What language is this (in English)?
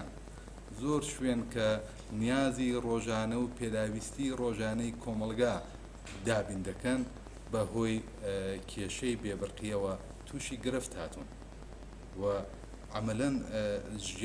Central Kurdish